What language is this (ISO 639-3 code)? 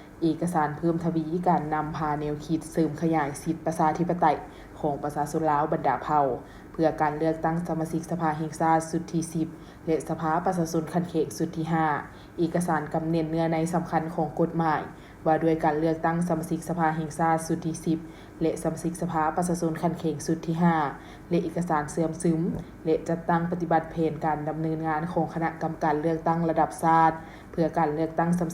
lao